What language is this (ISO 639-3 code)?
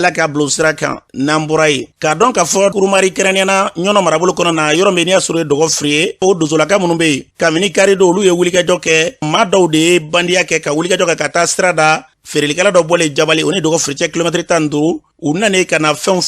bam